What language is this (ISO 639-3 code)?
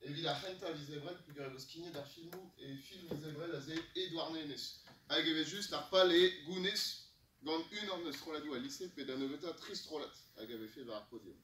bre